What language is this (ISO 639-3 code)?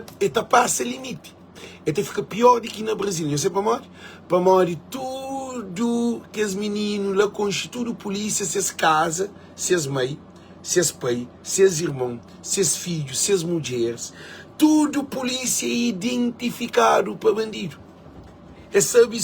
kea